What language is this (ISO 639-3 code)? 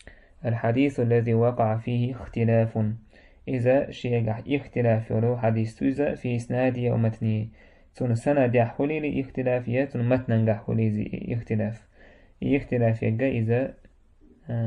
che